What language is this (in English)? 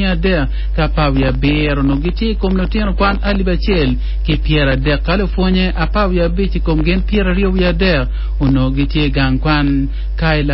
Acoli